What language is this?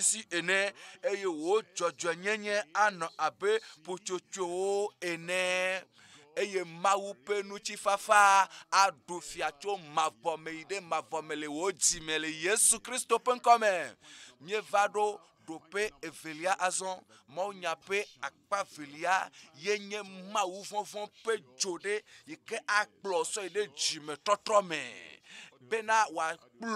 Ewe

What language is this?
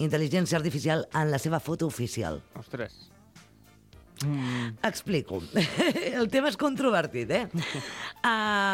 Catalan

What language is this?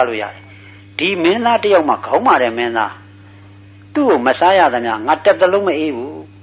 Burmese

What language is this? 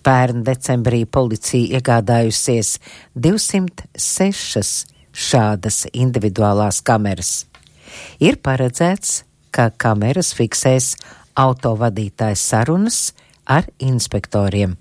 Latvian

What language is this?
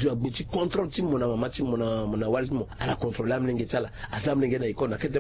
Sango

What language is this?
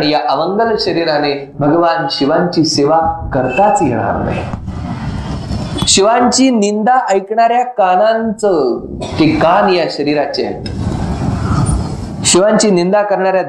Marathi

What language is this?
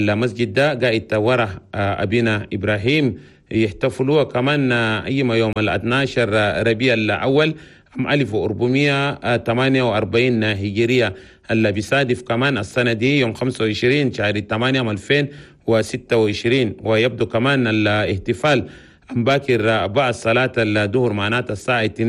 Chadian Arabic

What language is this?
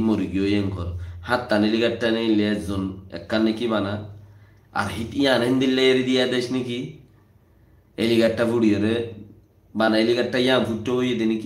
Rohingya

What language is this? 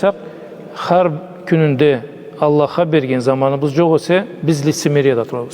Karachay-Balkar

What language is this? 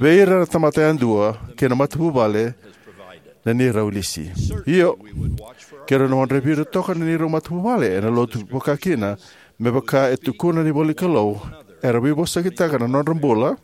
Fijian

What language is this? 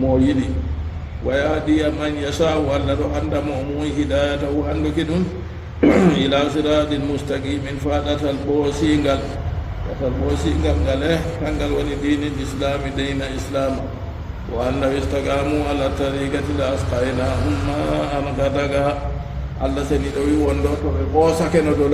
Fula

